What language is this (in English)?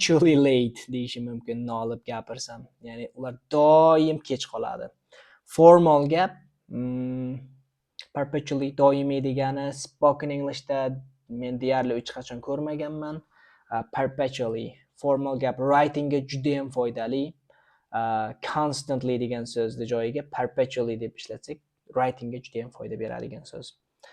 Uzbek